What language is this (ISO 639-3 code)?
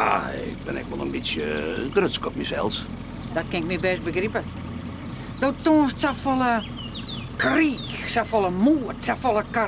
fry